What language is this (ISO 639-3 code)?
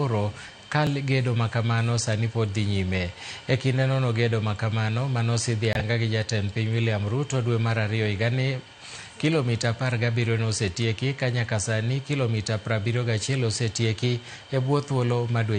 luo